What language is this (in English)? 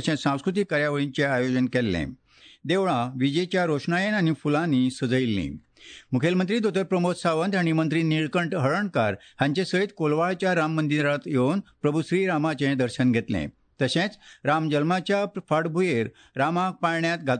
Konkani